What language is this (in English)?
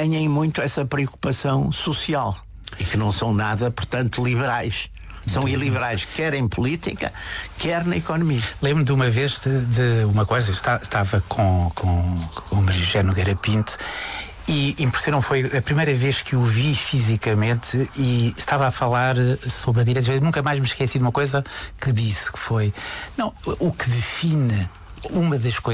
Portuguese